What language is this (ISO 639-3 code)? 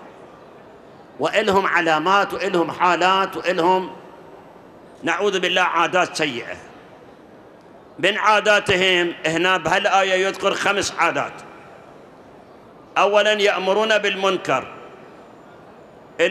acm